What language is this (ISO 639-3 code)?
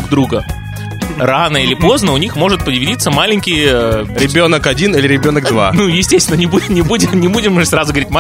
rus